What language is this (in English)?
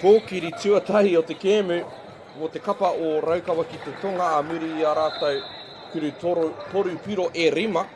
Māori